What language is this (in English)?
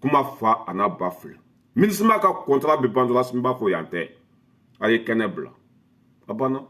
Bambara